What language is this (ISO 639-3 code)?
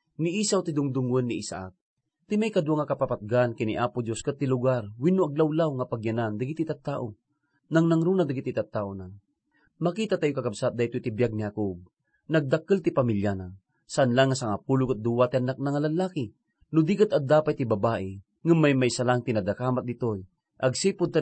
ilo